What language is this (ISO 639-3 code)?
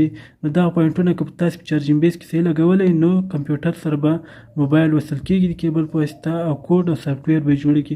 pus